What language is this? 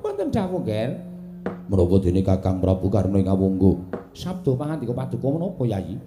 Javanese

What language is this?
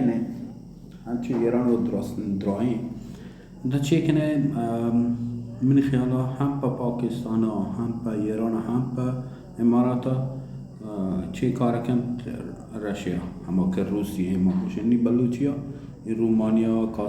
Baluchi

